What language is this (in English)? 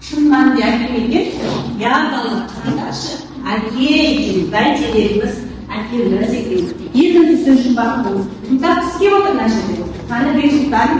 Kazakh